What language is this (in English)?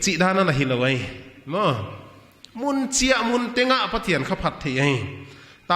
Paite Chin